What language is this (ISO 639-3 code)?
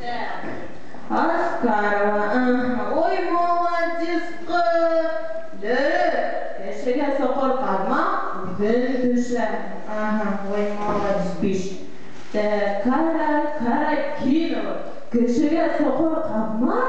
bak